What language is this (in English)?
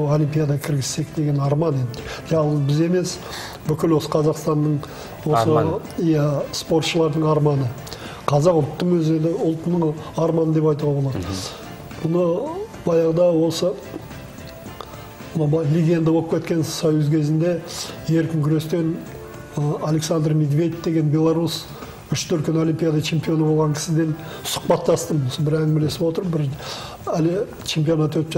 Kazakh